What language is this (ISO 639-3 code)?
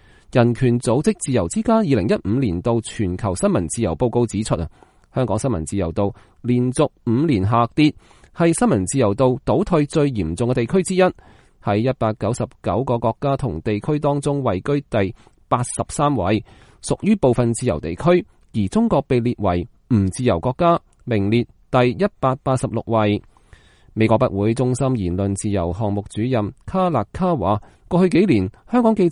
yue